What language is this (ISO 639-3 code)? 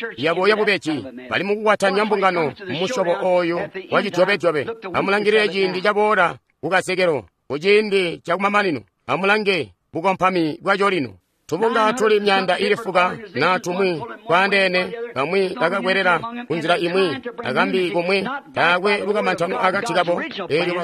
toi